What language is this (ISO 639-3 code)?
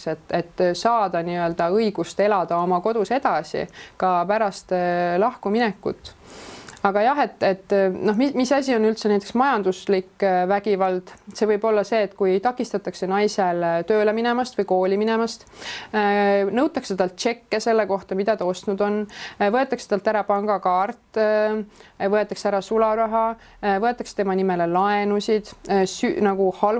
est